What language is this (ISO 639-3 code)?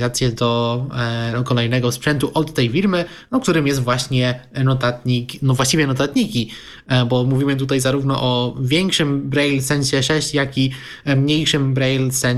pol